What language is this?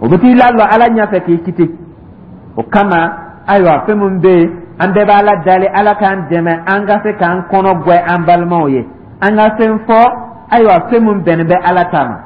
Dyula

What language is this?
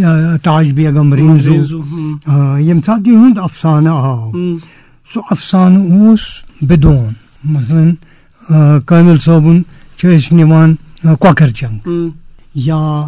Kashmiri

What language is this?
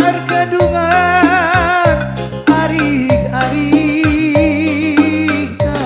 Batak Karo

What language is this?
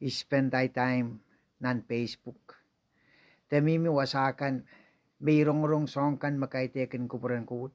Pohnpeian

